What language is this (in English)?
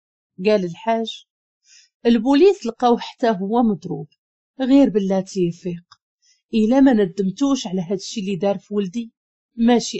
Moroccan Arabic